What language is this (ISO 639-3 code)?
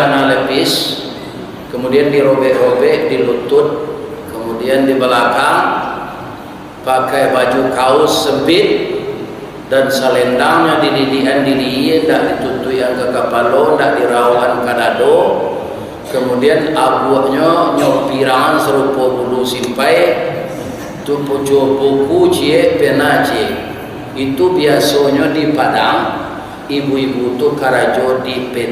min